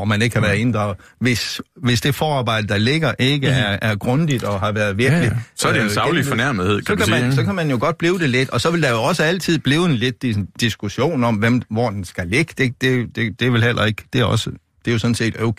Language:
Danish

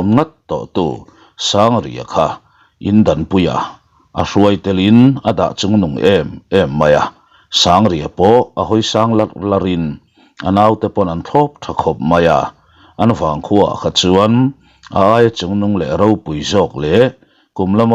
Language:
Mizo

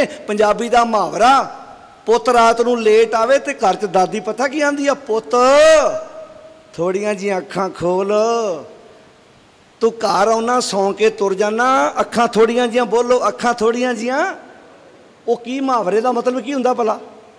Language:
Punjabi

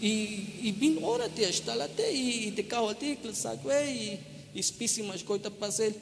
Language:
Tzeltal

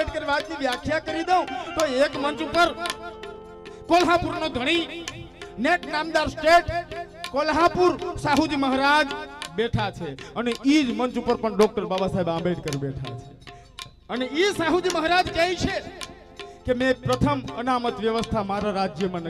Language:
Gujarati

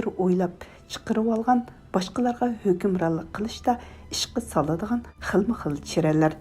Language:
Uyghur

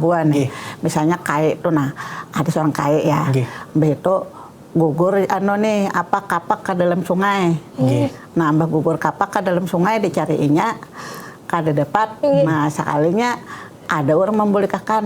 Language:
Banjar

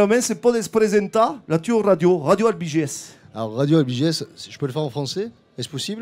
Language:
Occitan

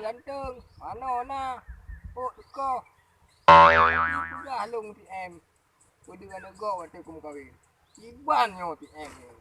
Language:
Achinese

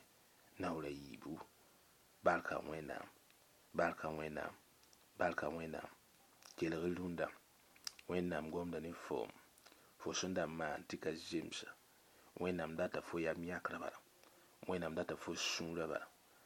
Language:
Mossi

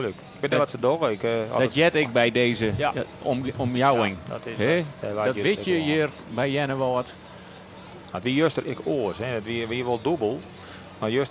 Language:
Western Frisian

